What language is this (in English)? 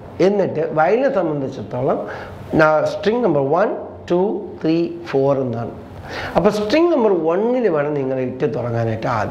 Malayalam